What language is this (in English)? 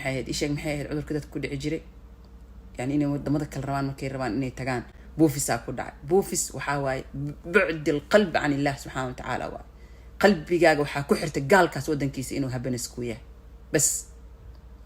Somali